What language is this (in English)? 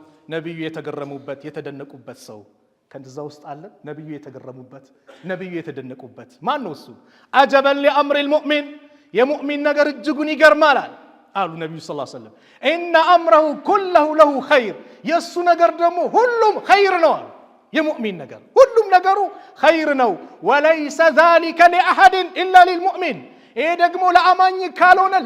Amharic